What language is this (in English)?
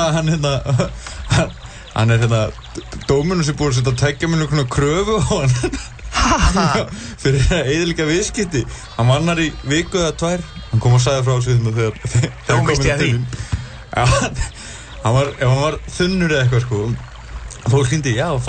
Icelandic